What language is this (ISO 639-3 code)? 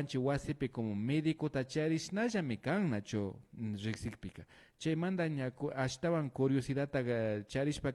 qvi